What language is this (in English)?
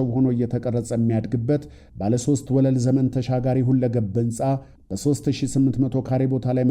Amharic